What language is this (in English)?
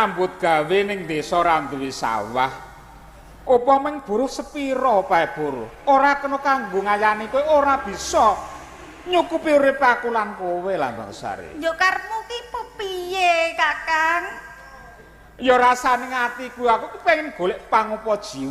Javanese